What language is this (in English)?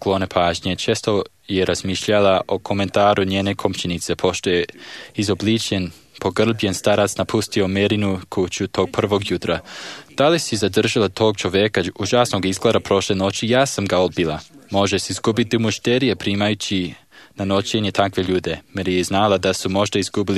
Serbian